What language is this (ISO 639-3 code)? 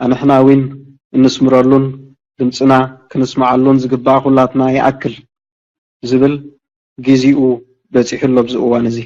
tir